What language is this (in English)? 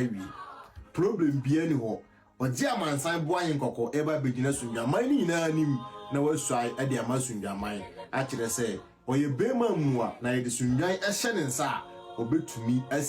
Akan